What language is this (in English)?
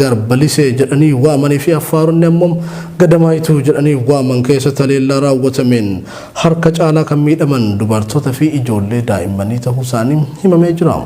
Oromo